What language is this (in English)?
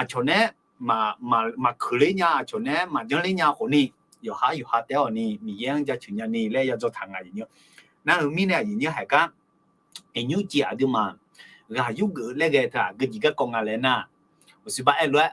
Akha